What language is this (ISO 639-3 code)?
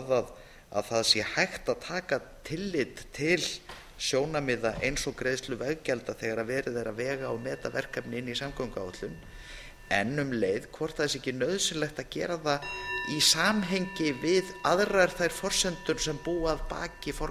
isl